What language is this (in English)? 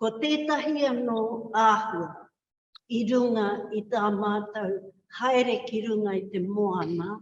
Māori